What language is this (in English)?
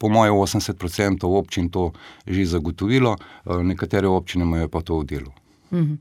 Slovenian